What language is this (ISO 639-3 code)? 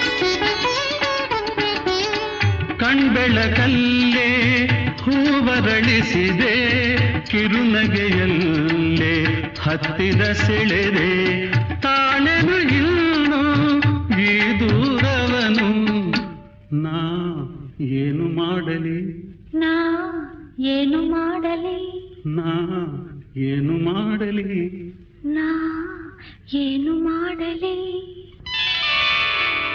kan